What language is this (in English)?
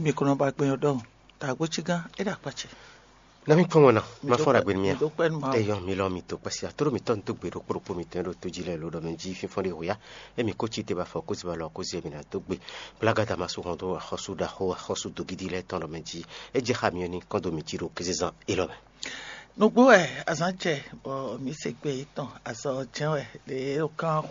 Fon